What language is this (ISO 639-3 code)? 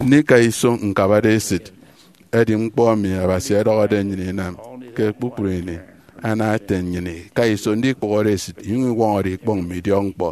efi